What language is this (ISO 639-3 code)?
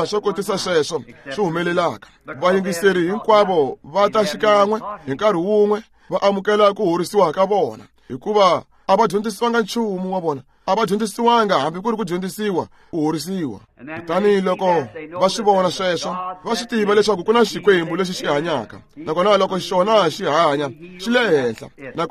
tso